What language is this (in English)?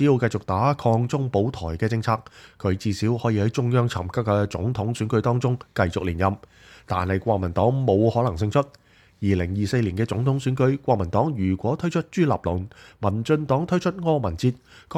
Cantonese